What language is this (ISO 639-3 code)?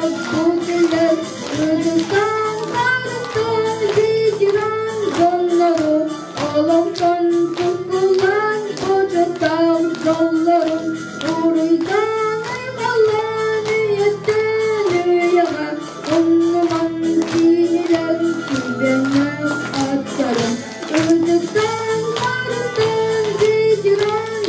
sah